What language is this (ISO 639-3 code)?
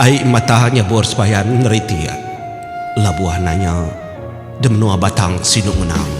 iba